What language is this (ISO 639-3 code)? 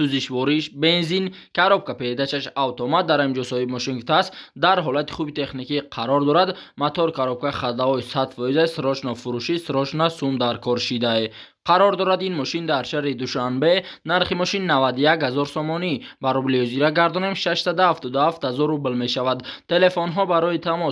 tgk